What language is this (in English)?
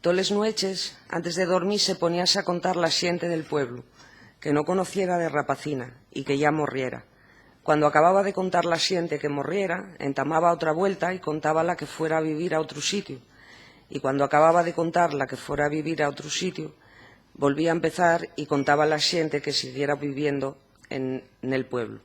Asturian